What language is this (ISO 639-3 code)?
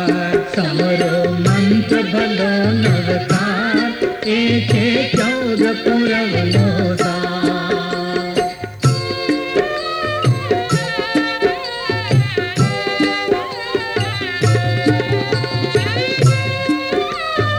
guj